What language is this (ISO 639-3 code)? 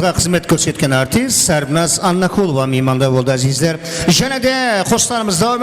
kaa